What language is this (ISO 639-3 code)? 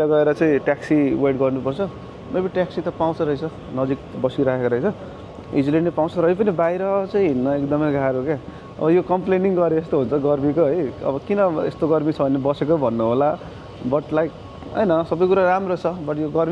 nep